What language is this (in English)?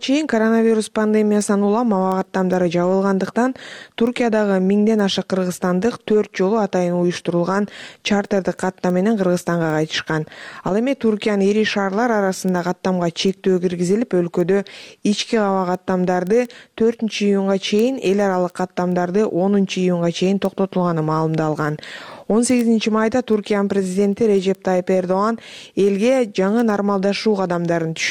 Kyrgyz